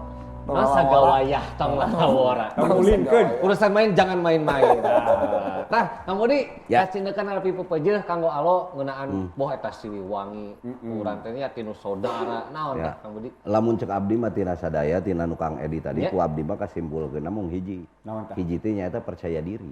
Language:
Sundanese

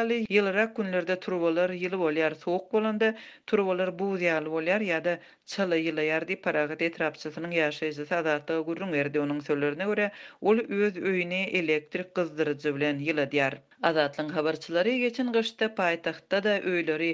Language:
Turkmen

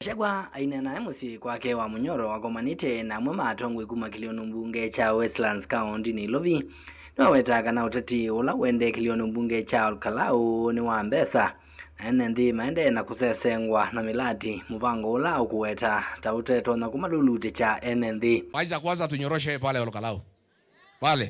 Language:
Kamba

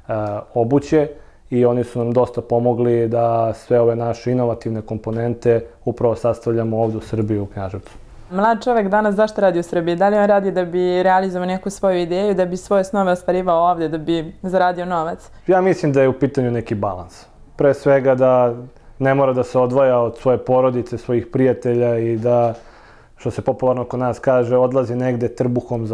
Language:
Serbian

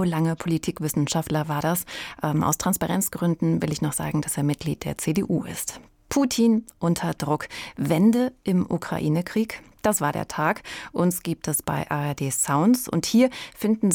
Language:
German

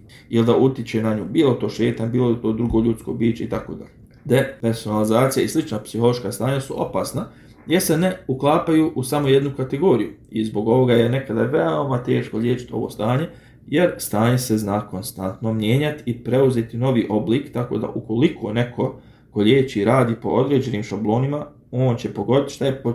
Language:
Bosnian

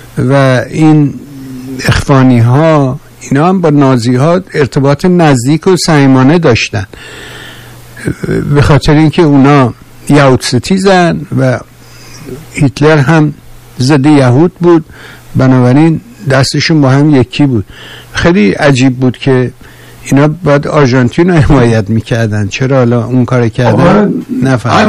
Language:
Persian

